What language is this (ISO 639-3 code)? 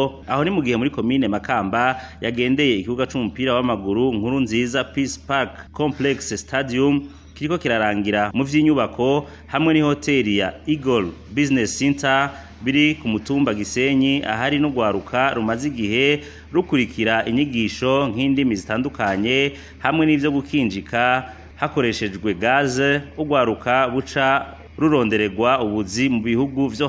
run